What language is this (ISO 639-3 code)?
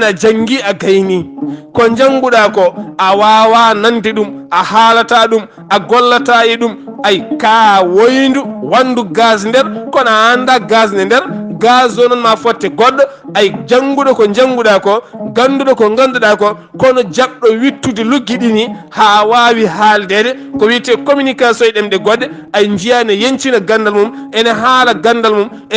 ful